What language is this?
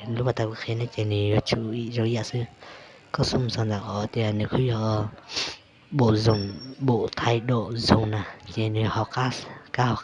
Hmong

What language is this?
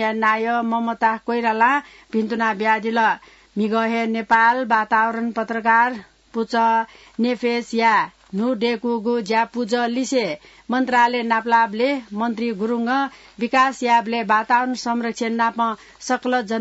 Newari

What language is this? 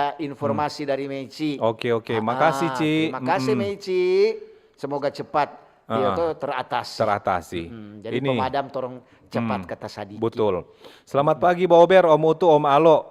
Manado Malay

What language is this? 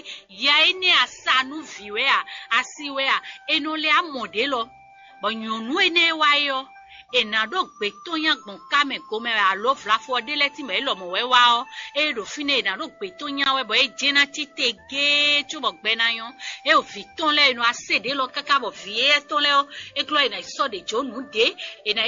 Fon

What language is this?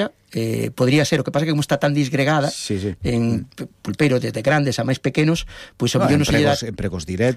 Galician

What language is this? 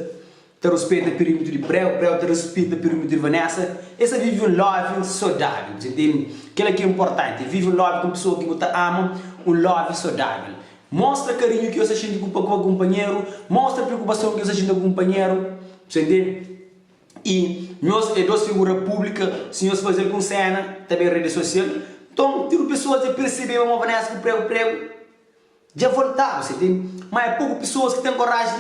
Kabuverdianu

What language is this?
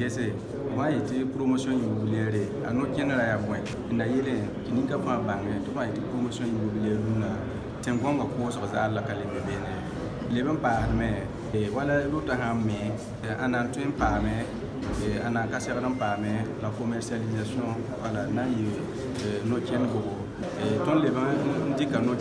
Mossi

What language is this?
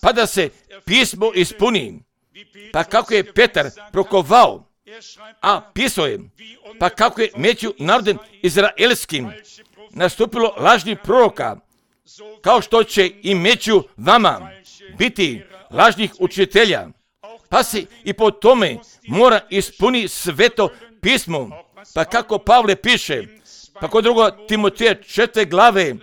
Croatian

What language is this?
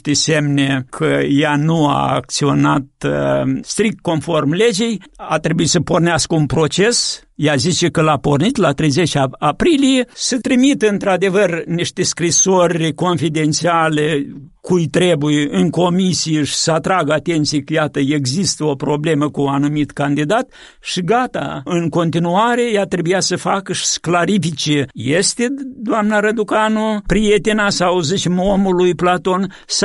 Romanian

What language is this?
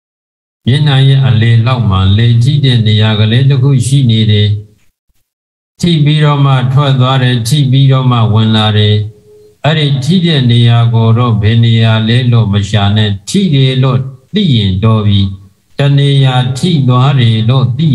Burmese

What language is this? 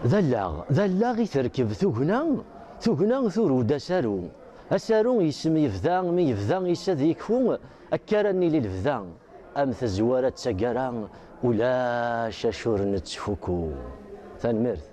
Kabyle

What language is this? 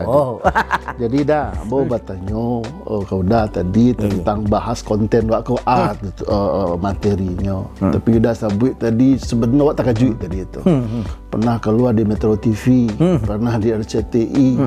Minangkabau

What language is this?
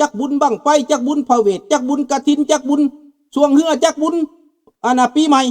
Lao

